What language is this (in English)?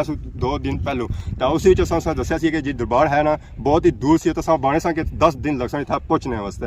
Pahari-Potwari